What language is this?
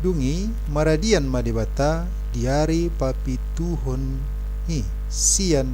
Batak Toba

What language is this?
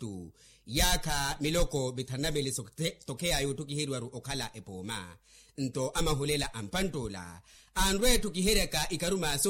Makhuwa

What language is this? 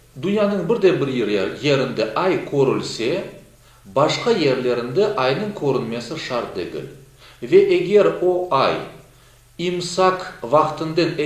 Crimean Tatar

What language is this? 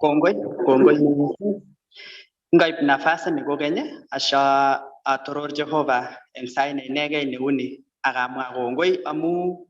Kalenjin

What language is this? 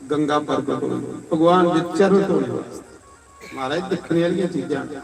Dogri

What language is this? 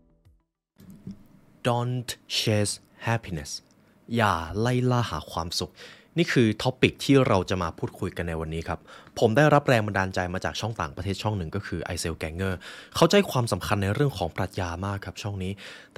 Thai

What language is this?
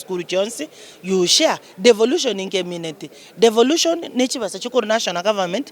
Gusii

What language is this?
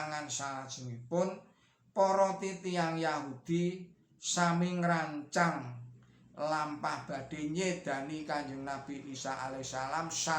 Javanese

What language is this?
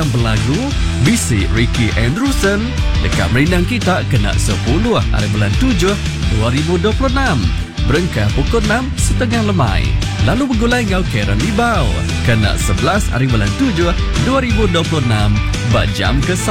Iban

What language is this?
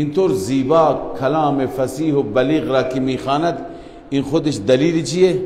Persian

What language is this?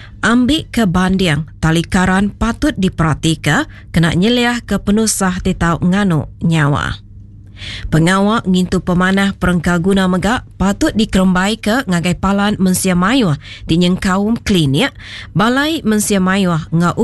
Iban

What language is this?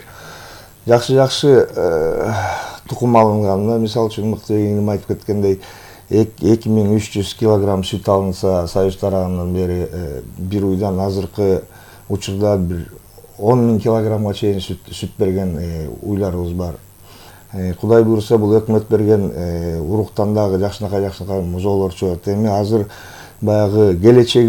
Kyrgyz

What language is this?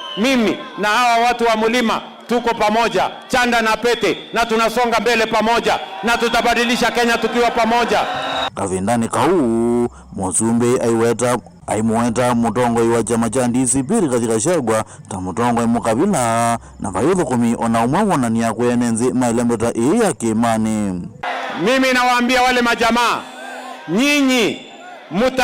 Kamba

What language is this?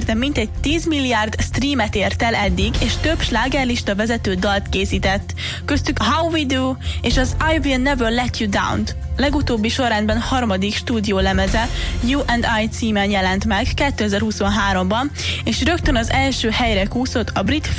Hungarian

